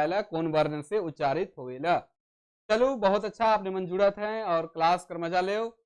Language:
Sadri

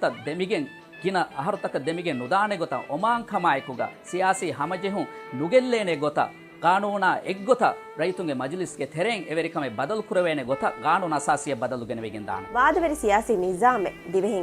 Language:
Divehi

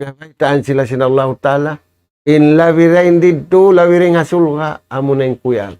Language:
Tausug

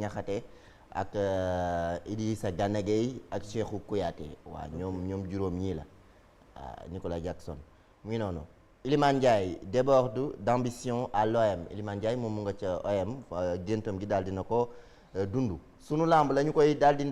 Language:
Wolof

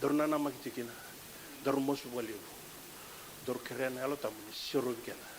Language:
Fijian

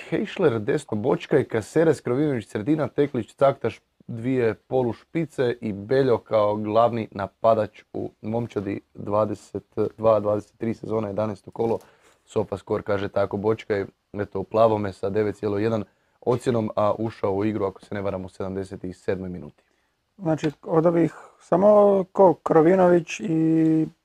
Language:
Croatian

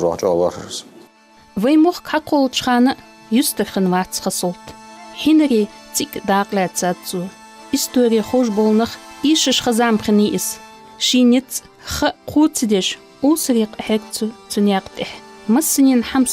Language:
Ingush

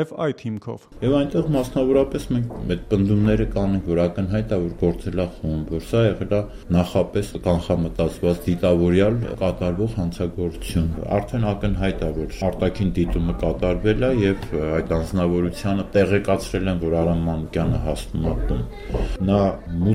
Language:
Armenian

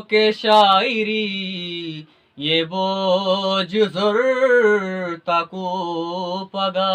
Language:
Eastern Balochi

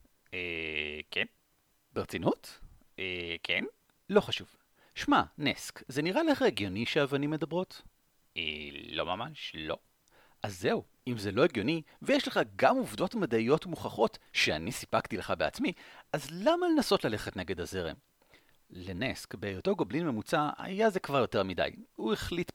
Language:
Hebrew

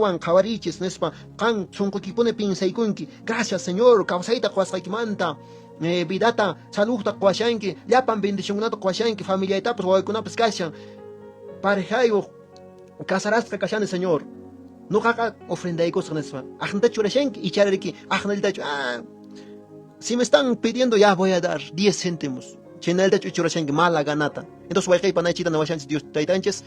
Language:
Quechua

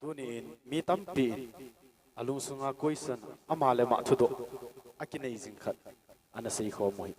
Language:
Thado Chin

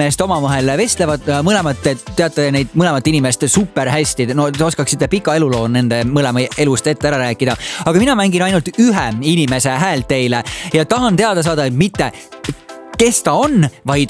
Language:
Estonian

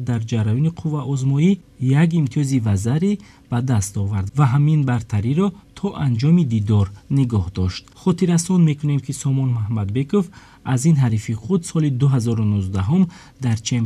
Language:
Tajik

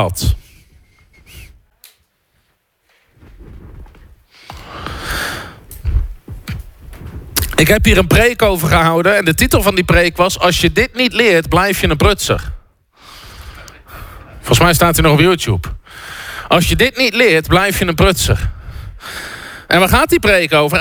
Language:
Dutch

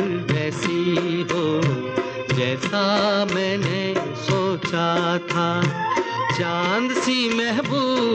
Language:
Hindi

